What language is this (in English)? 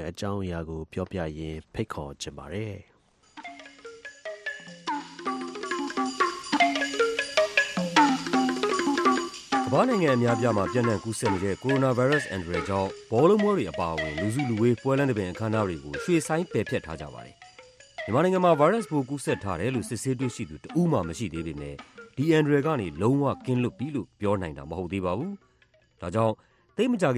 Burmese